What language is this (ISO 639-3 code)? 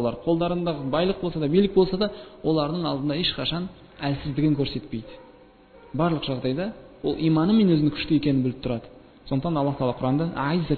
kaz